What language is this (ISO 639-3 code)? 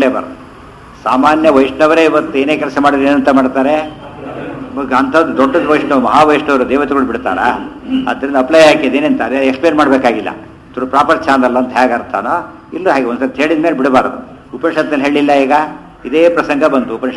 kan